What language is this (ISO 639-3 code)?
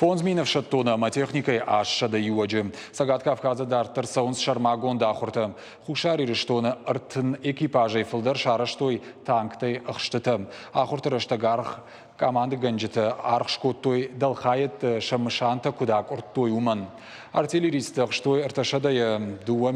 oss